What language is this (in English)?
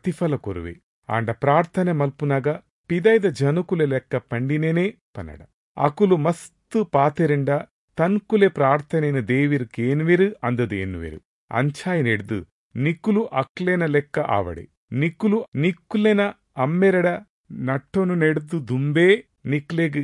Tulu